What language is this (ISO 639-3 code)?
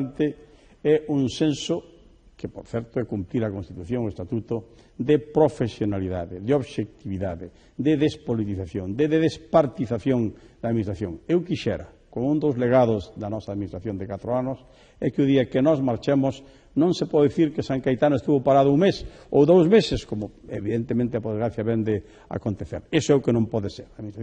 glg